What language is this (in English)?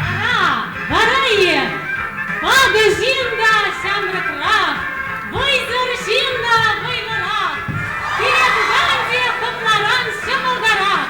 Chuvash